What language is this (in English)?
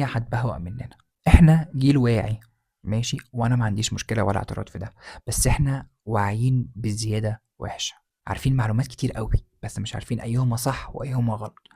Egyptian Arabic